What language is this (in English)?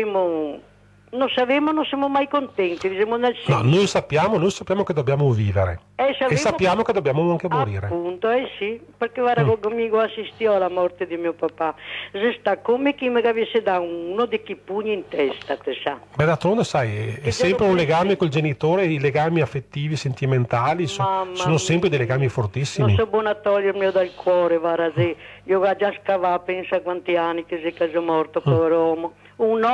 Italian